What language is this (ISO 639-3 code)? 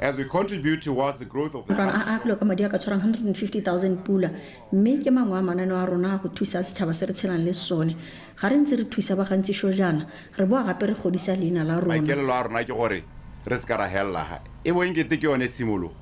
tsn